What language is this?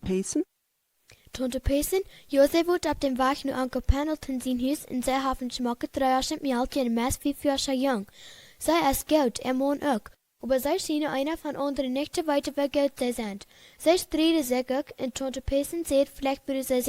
Plautdietsch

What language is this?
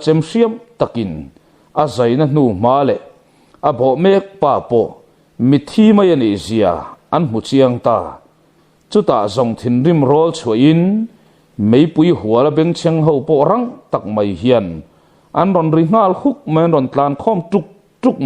Mizo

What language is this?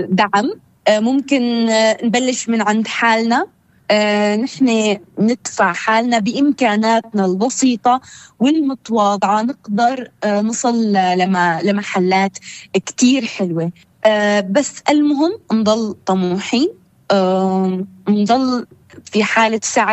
North Levantine Arabic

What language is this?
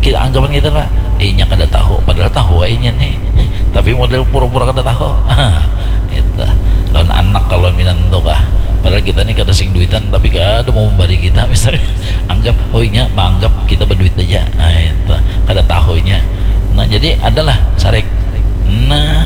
Banjar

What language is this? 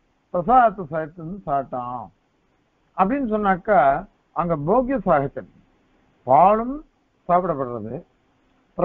Tamil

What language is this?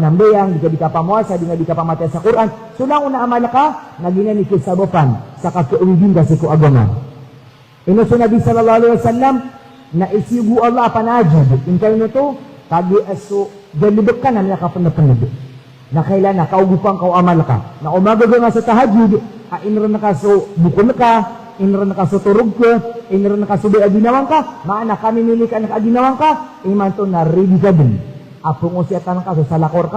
Maranao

